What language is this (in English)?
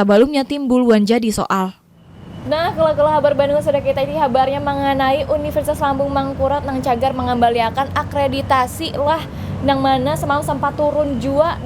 Banjar